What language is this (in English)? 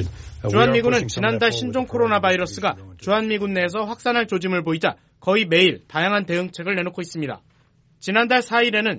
Korean